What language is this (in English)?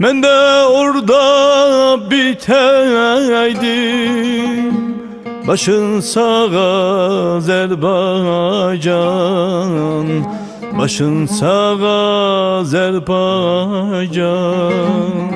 South Azerbaijani